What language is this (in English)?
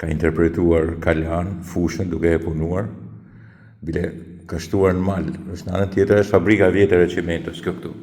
Albanian